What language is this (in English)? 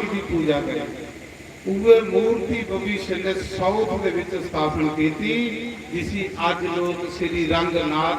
Dogri